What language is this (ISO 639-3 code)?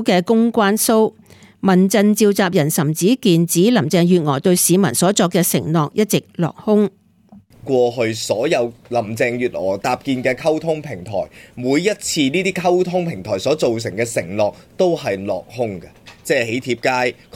yue